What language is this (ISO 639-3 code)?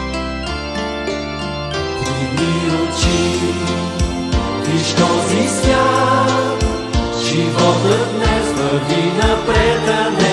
bul